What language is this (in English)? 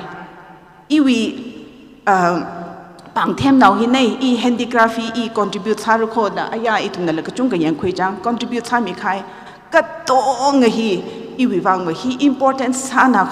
Tangkhul Naga (India)